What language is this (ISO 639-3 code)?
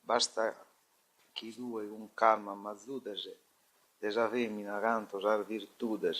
srd